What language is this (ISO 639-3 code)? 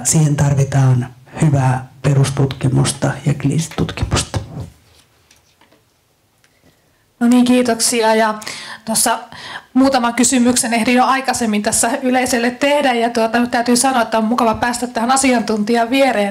fin